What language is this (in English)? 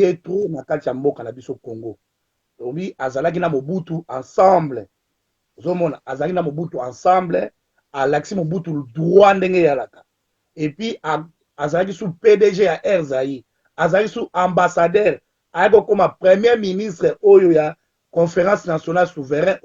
Lingala